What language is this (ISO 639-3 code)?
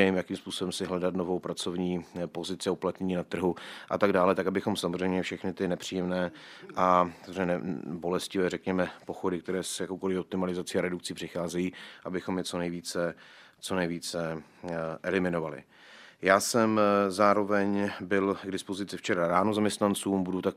ces